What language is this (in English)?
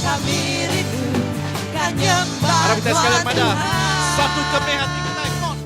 Iban